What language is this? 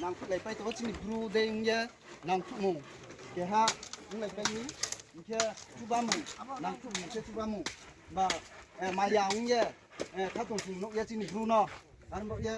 Riang (India)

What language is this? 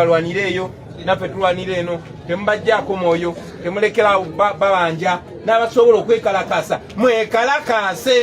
Ganda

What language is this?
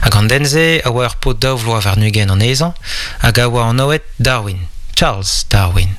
Breton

